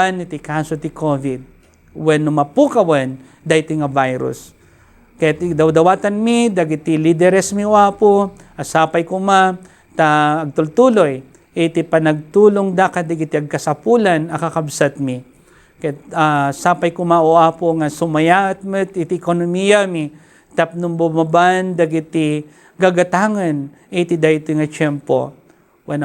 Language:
Iloko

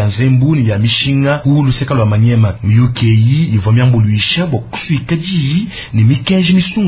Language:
Luba-Lulua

